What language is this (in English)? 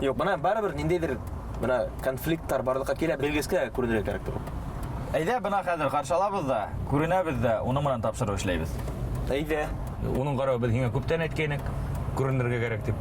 Bashkir